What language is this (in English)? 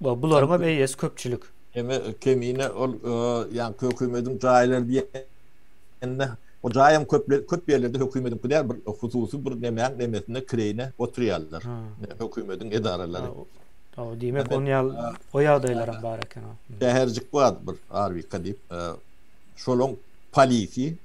Turkmen